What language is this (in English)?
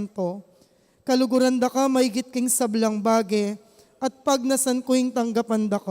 Pampanga